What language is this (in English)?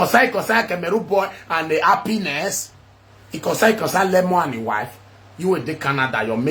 Nigerian Pidgin